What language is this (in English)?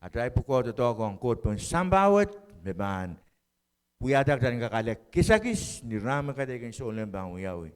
Pohnpeian